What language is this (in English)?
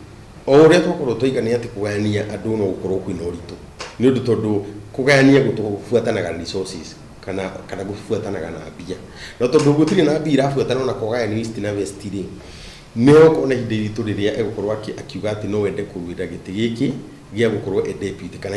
Kikuyu